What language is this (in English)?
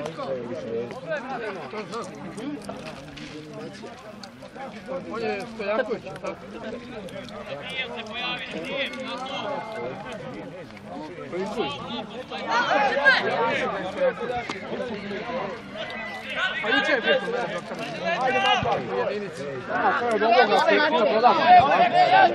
Serbian